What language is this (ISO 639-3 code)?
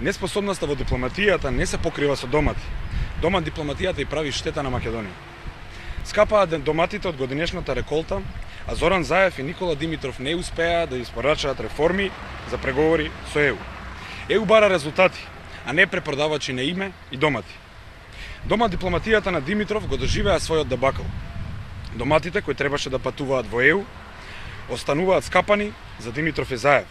mkd